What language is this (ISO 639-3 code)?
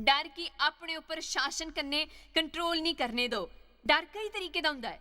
doi